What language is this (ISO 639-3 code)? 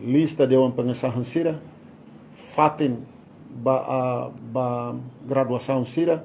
tet